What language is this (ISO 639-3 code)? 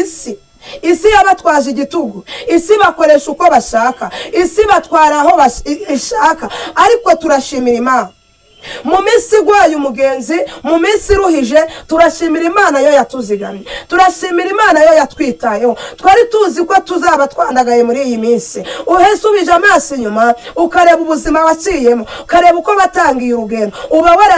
kin